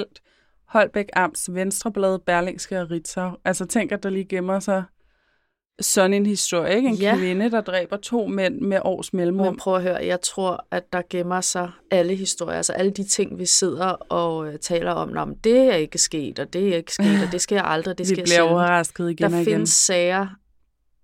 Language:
Danish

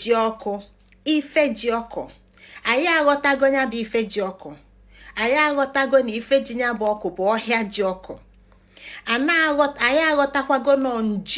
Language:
Igbo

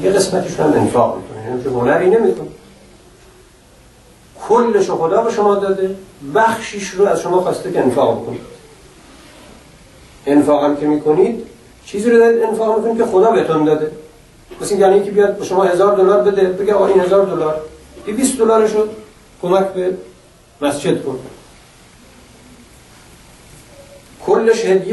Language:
Persian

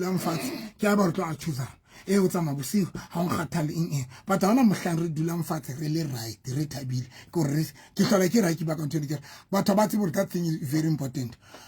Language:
Southern Sotho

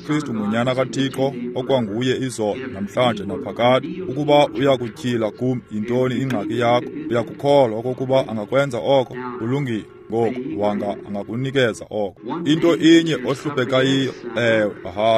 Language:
Xhosa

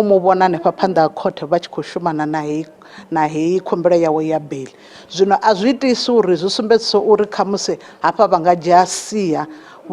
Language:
Venda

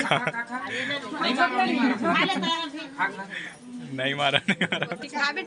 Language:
Chhattisgarhi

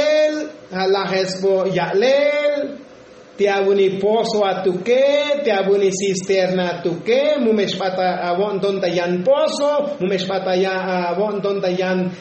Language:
Tzotzil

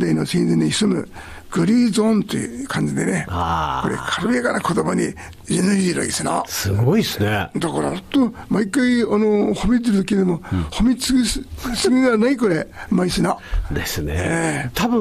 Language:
Japanese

